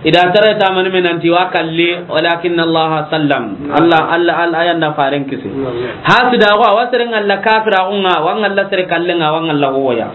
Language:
Soninke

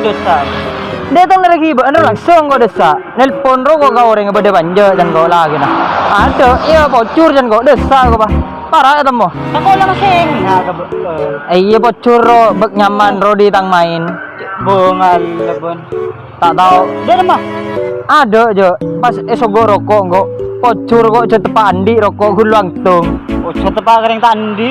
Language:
Madurese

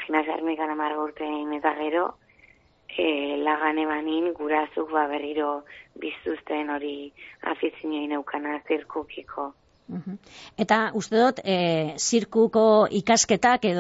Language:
Basque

